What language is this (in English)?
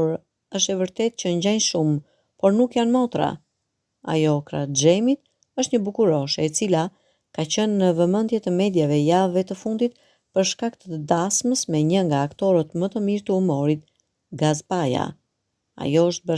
Albanian